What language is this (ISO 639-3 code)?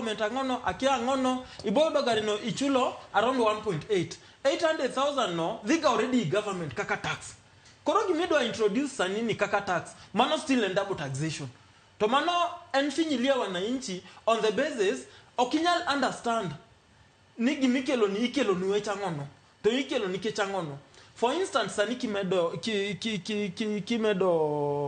luo